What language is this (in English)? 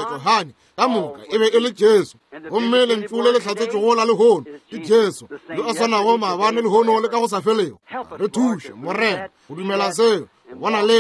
Northern Sotho